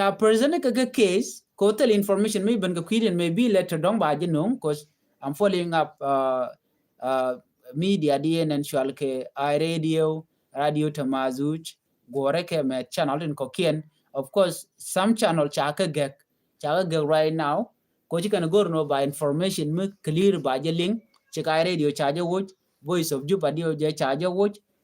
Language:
Nuer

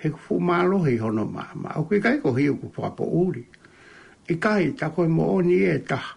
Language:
Tongan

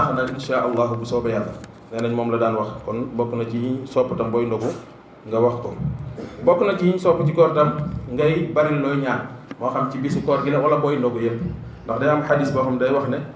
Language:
Wolof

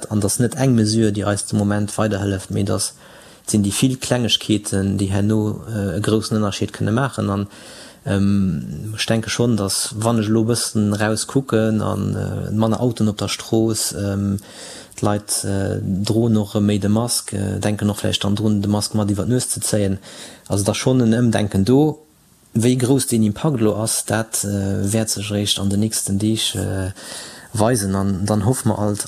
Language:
Luxembourgish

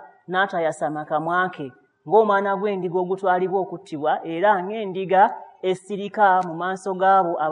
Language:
Ganda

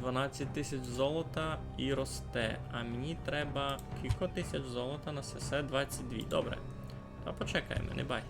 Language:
Rusyn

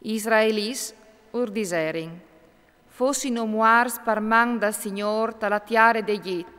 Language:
Friulian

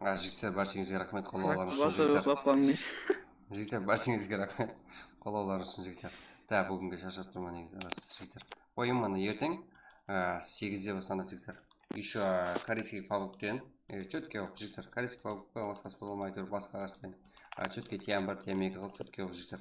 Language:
Kara-Kalpak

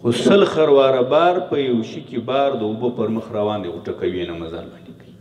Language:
Pashto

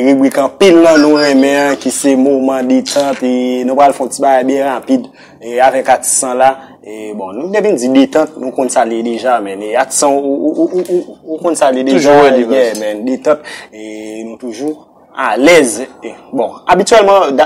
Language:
Haitian Creole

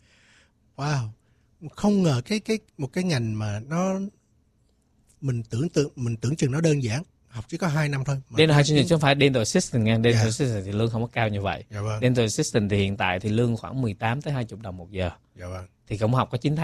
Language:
Vietnamese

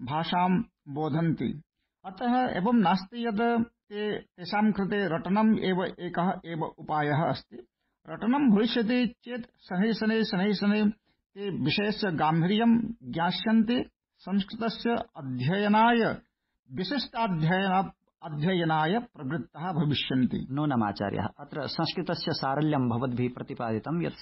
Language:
Sanskrit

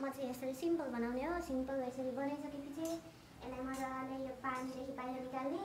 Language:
Nepali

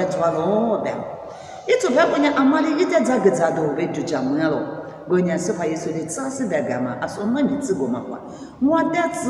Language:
Lisu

